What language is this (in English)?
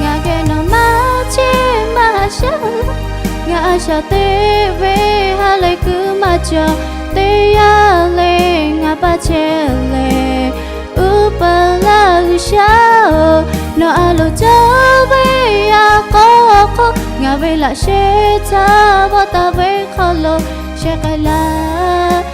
Lahu